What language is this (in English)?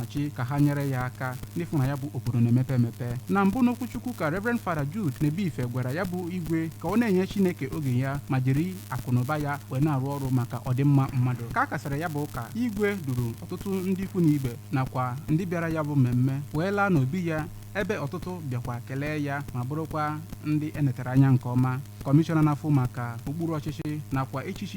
Igbo